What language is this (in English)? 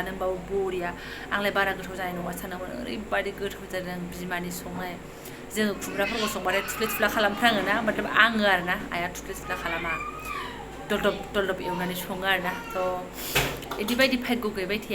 Bodo